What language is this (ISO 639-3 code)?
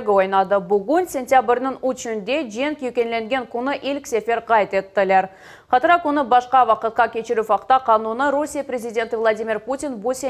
crh